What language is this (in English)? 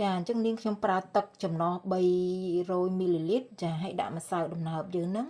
Khmer